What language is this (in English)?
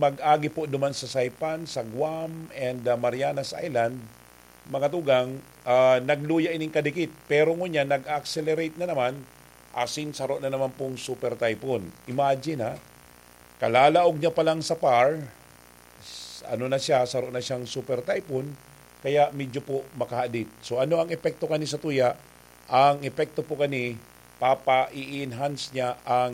Bikol